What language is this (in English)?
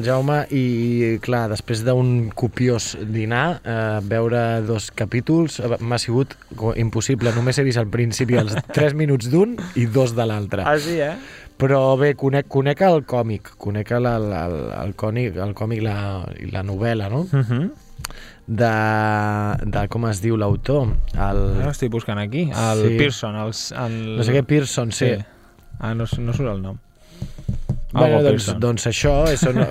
Catalan